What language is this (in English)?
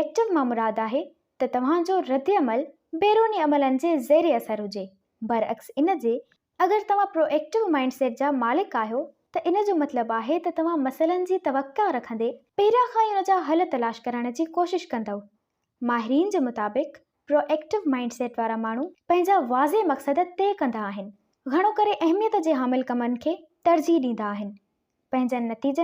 Sindhi